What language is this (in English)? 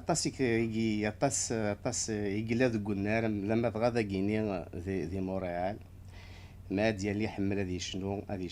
Kabyle